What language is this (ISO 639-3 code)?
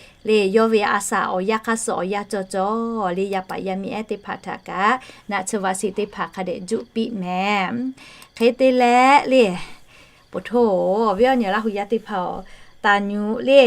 lhu